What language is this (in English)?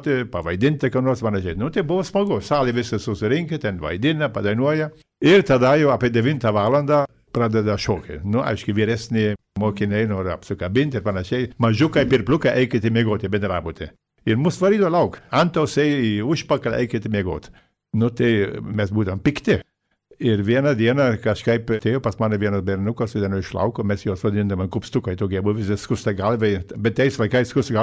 Lithuanian